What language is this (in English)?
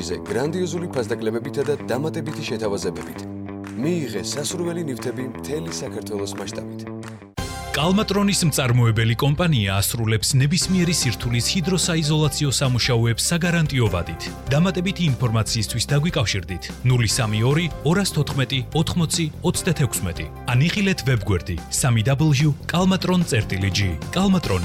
Georgian